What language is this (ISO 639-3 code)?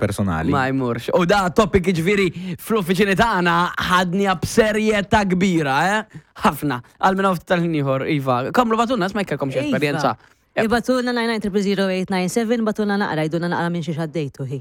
mlt